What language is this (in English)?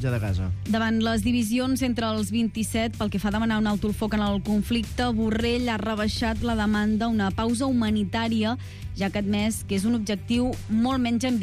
Catalan